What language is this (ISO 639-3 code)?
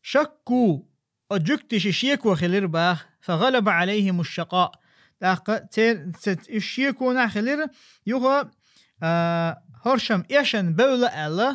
che